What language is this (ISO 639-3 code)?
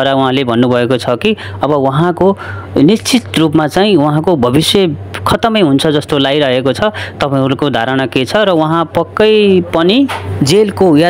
nep